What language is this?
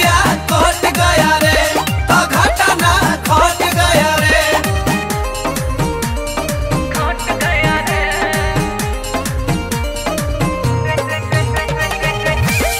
Bhojpuri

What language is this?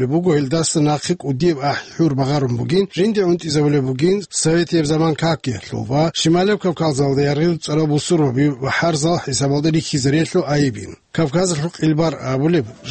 Avaric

